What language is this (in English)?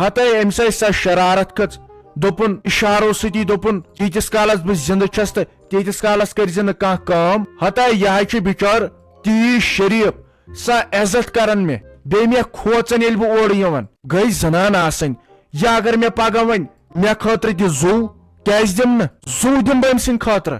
Kashmiri